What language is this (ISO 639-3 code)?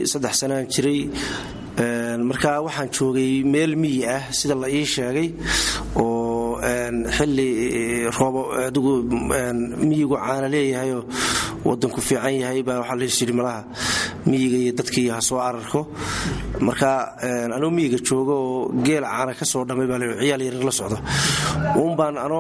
som